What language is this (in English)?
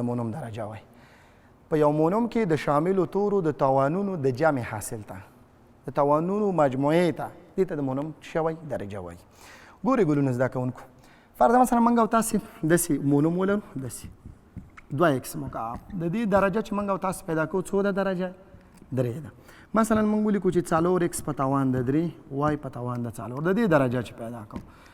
Pashto